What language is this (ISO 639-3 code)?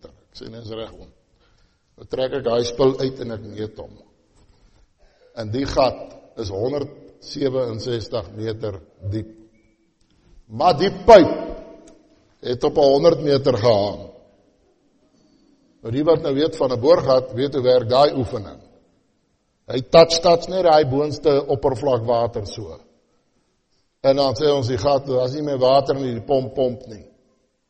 afr